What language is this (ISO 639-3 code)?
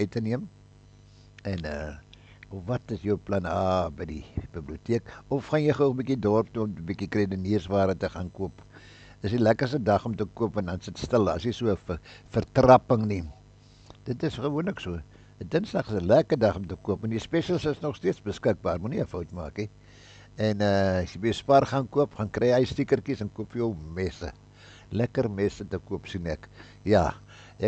afr